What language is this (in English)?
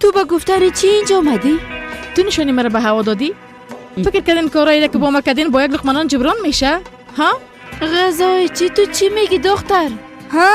Persian